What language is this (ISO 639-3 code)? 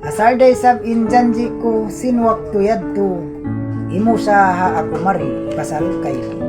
tsg